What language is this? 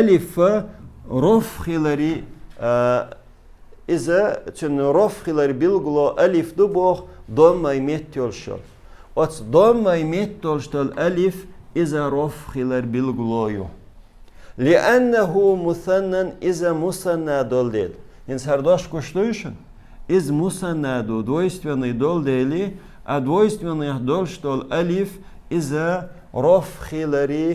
Chechen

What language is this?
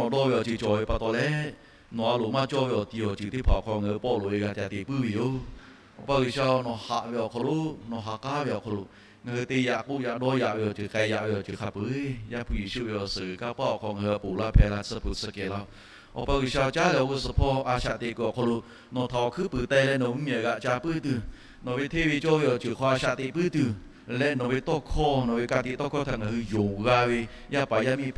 Lahu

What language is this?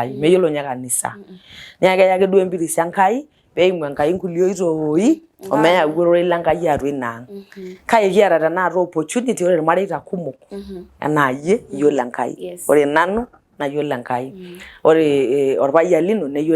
Masai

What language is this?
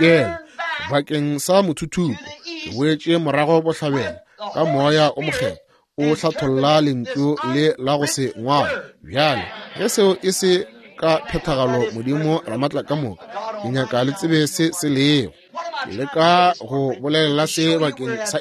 Northern Sotho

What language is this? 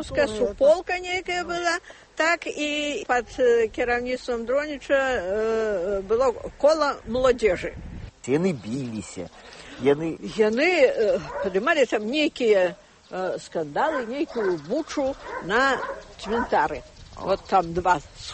Belarusian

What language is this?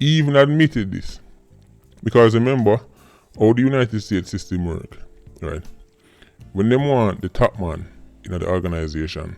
Jamaican Creole English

